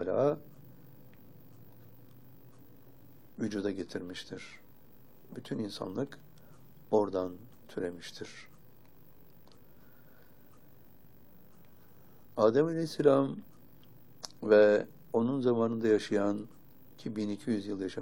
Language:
Turkish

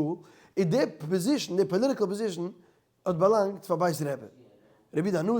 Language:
Yiddish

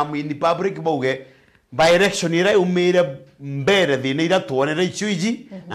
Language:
Meru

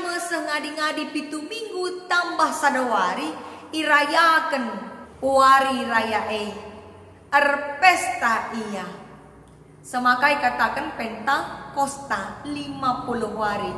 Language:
Batak Karo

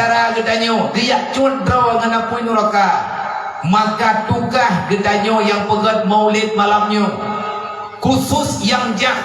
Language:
Achinese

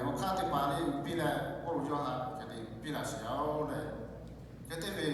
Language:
Lahu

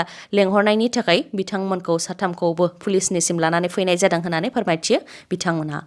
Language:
Bodo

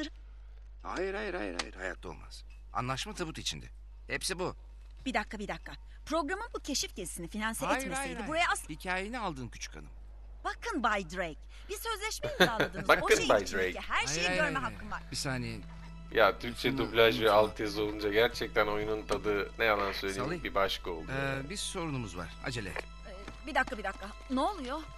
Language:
Turkish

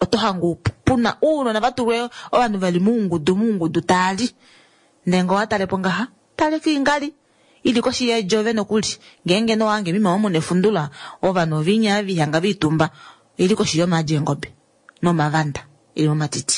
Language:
Kuanyama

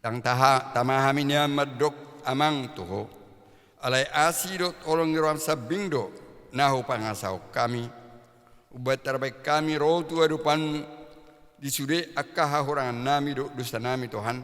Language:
Batak Toba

